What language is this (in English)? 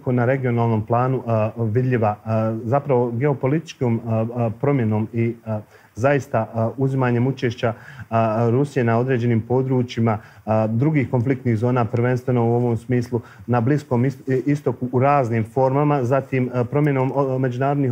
Bosnian